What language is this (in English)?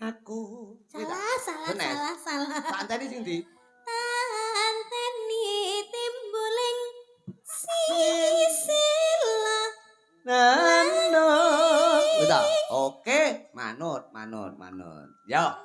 Javanese